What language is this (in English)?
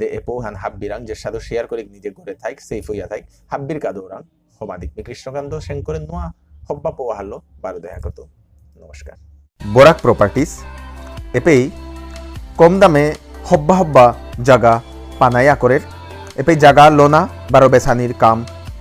Bishnupriya